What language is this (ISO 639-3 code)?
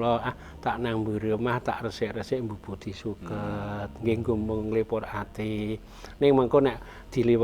jav